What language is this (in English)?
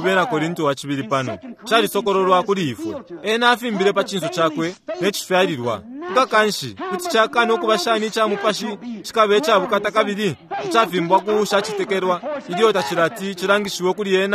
Bemba